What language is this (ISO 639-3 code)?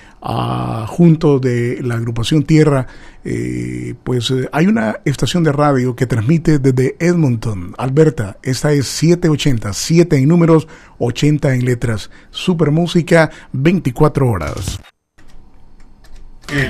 spa